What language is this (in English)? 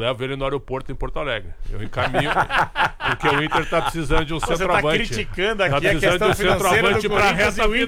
Portuguese